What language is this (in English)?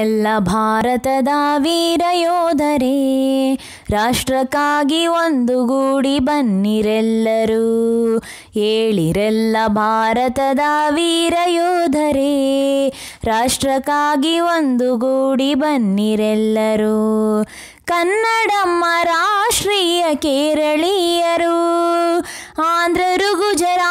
Kannada